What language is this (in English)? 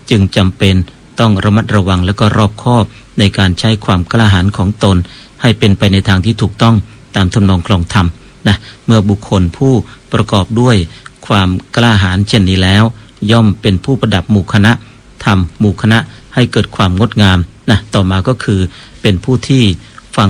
Thai